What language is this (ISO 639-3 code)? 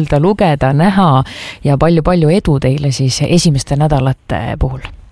est